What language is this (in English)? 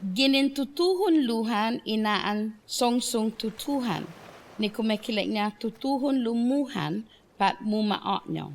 Chamorro